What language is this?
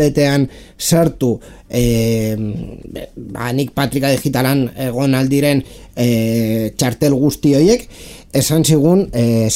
Basque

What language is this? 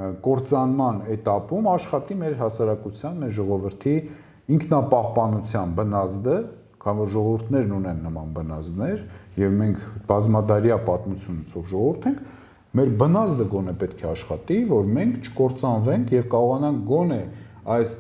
Armenian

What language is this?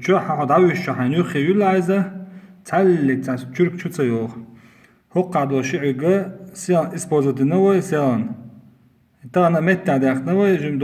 Chechen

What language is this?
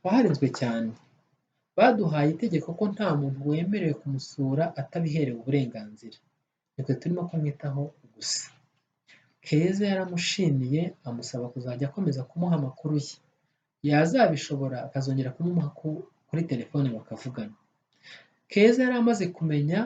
Kinyarwanda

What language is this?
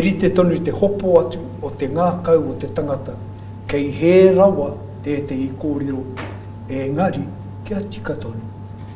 Māori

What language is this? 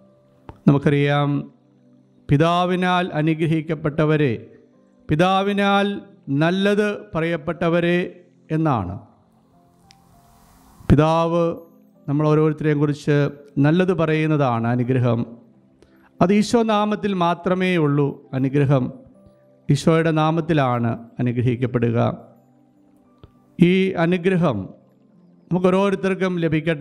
Malayalam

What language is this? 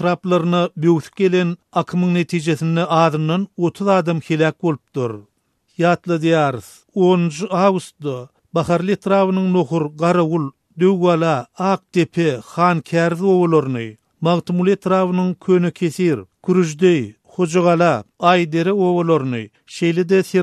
Turkmen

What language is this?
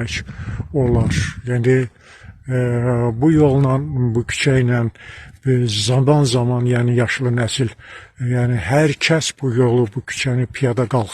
Azerbaijani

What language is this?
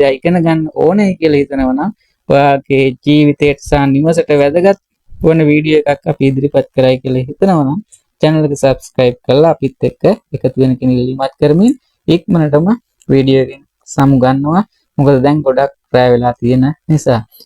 Sinhala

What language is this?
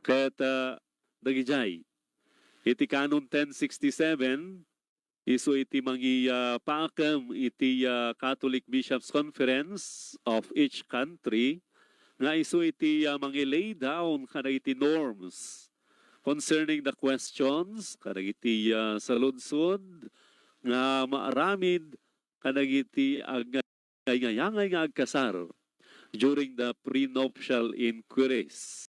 Iloko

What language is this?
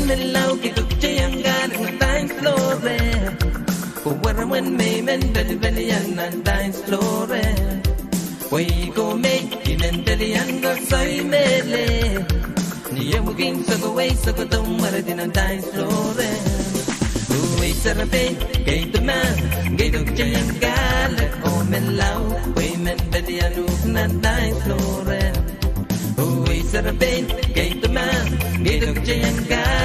Pohnpeian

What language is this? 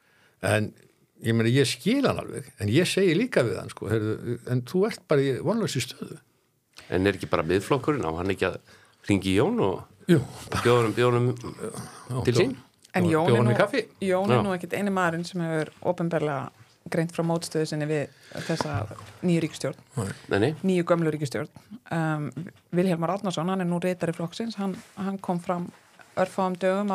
Icelandic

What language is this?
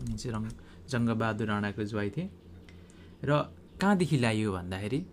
Nepali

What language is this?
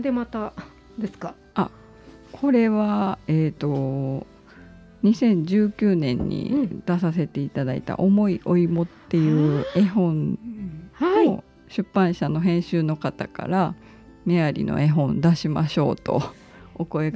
Japanese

